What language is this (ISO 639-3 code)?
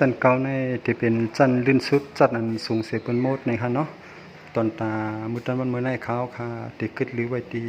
shn